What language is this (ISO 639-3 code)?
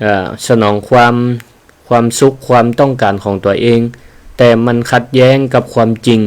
nod